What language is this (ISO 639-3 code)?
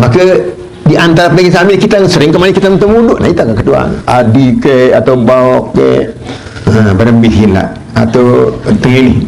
sas